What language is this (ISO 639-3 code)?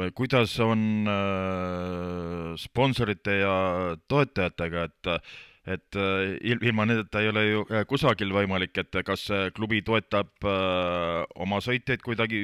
est